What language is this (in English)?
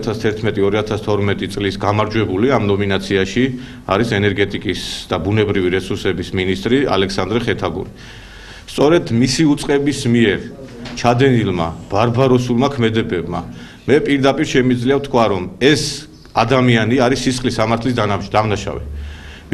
Georgian